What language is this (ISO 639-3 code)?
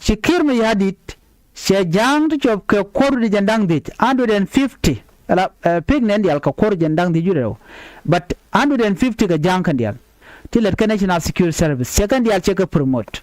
nus